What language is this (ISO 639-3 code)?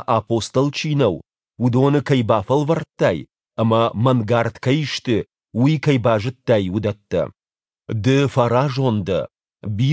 oss